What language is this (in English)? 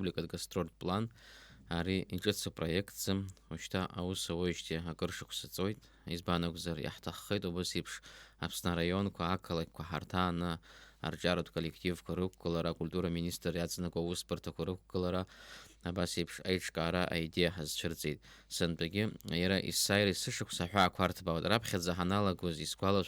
Abkhazian